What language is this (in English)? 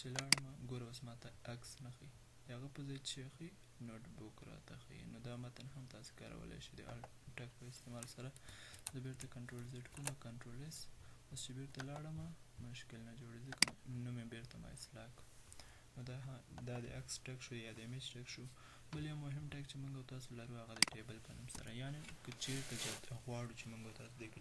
Pashto